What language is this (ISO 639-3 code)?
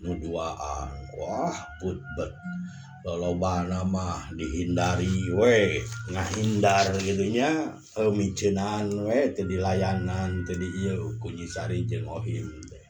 sun